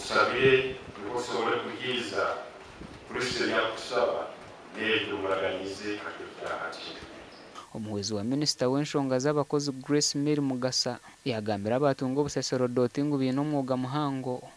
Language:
Nyankole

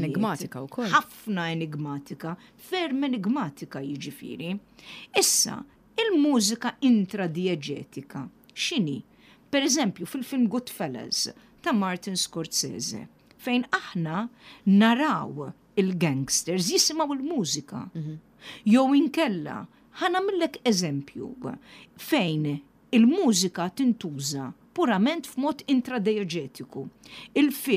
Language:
Maltese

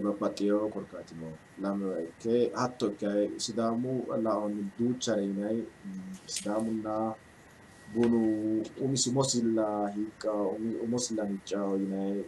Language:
Sidamo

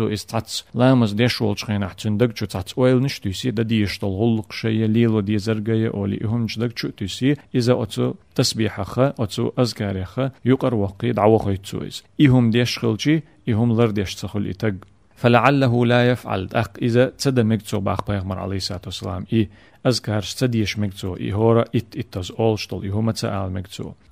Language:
Chechen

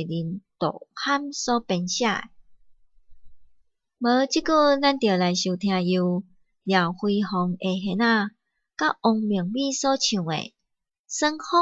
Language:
Min Nan Chinese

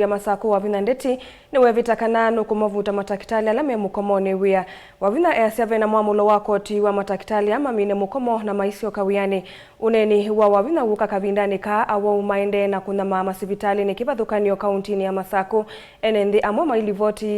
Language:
Kamba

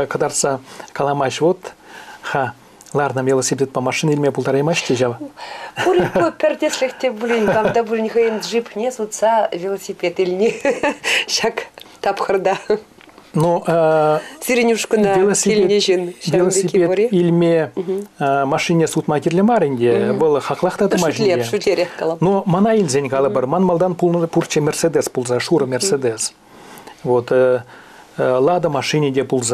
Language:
Chuvash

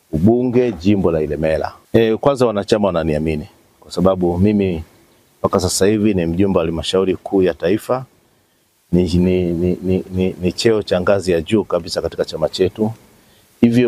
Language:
Swahili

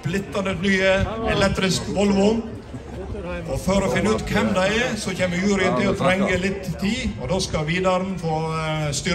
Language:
Norwegian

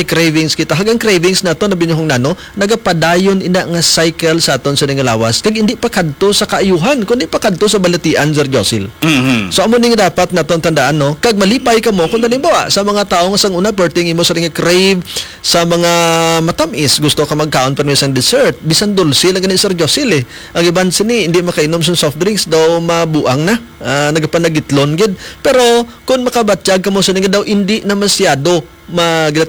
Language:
Hiligaynon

